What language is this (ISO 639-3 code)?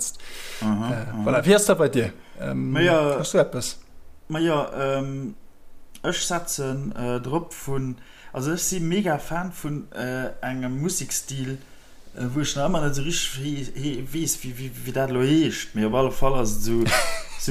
ltz